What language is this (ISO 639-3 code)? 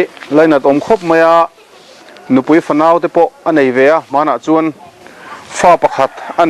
lus